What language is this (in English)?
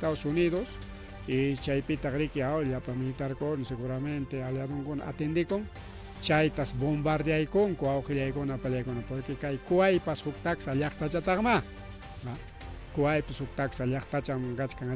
Ayacucho Quechua